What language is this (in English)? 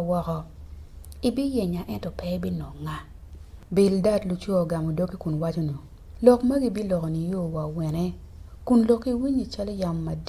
Acoli